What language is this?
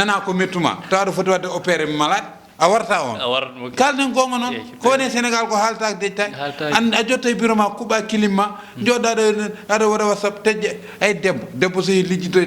Fula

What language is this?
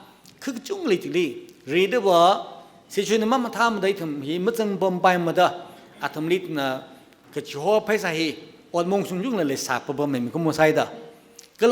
Tangkhul Naga (India)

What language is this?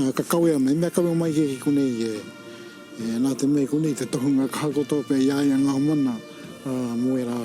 Māori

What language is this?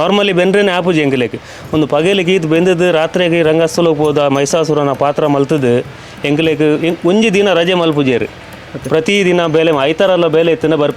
Tulu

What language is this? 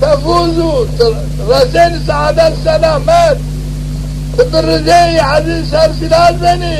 Zaza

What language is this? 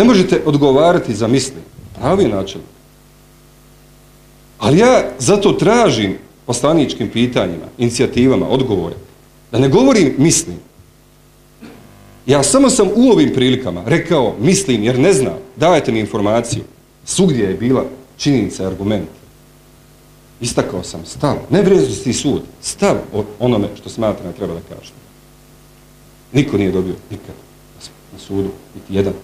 Bosnian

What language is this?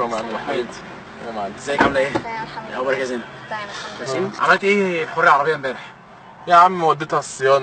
Egyptian Arabic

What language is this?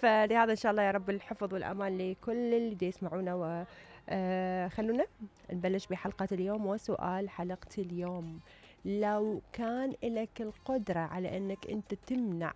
Mesopotamian Arabic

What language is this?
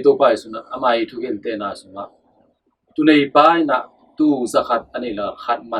Tedim Chin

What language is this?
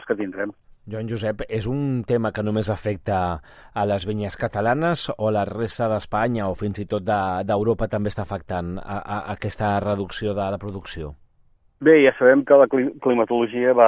Catalan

